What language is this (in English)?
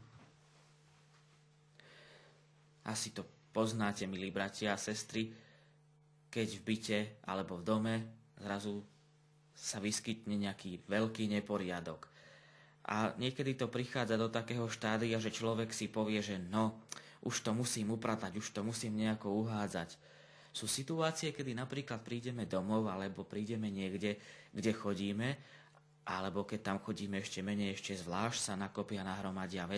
Slovak